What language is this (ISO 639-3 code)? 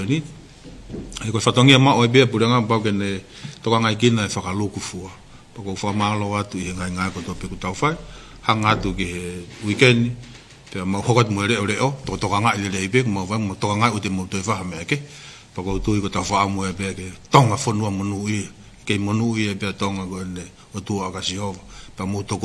ton